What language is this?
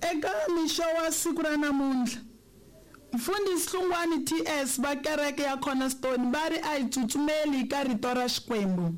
Tsonga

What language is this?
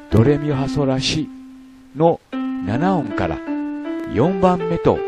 Japanese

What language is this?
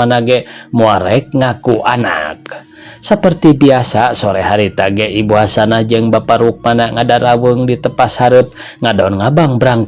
Sundanese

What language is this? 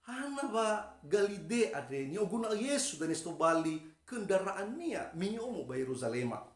Nias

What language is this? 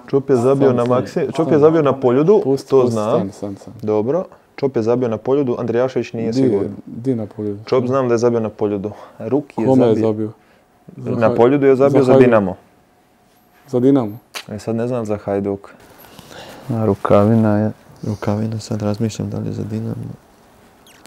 Croatian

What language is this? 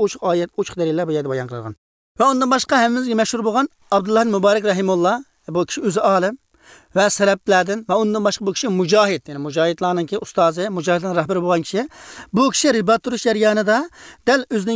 Uyghur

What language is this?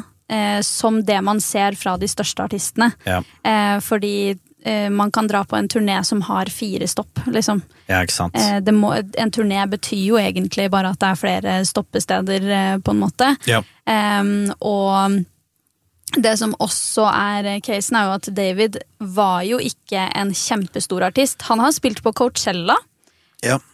Norwegian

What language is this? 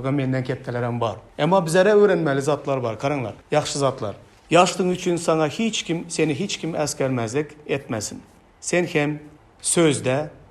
Turkmen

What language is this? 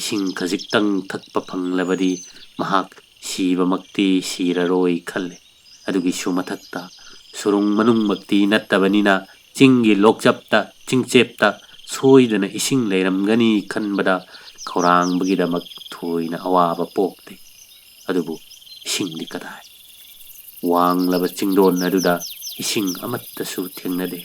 Manipuri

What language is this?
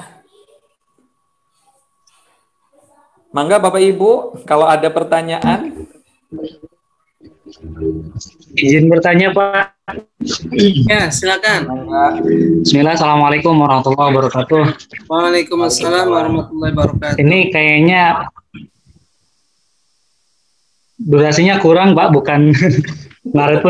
Indonesian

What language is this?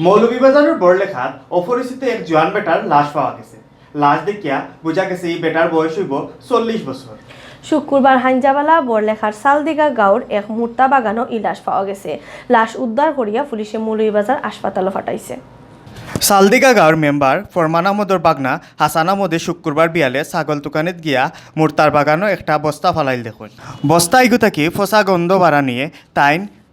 Sylheti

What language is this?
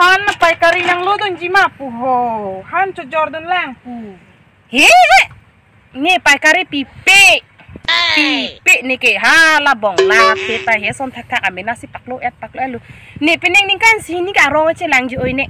Karbi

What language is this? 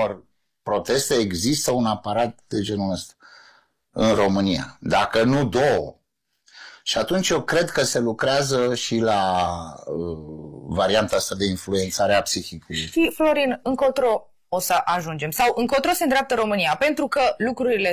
Romanian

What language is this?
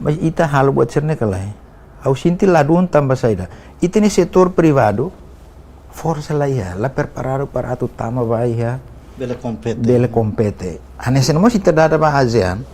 Tetum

